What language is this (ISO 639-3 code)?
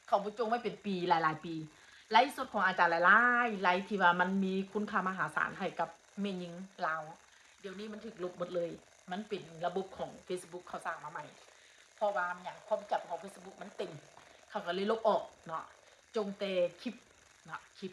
tts